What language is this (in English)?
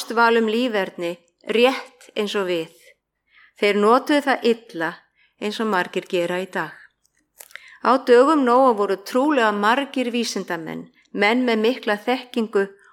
Icelandic